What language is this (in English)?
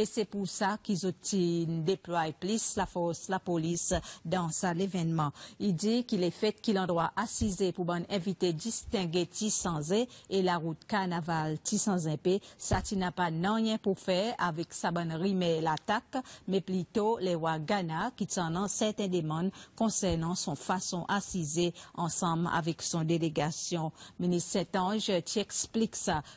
Seselwa Creole French